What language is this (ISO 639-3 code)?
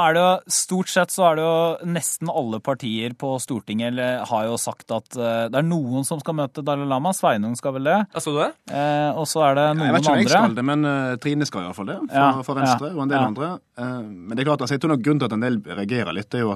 nor